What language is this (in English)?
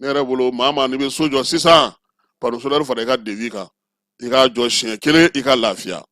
Bambara